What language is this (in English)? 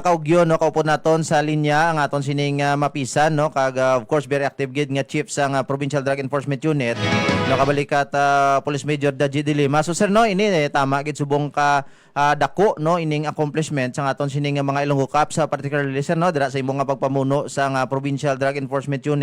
Hiligaynon